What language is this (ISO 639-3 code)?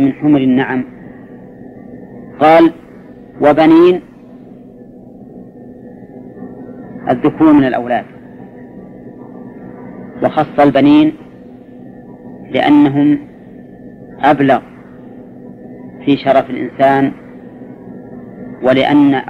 ara